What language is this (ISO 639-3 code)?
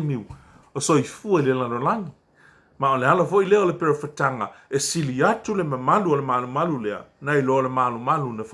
smo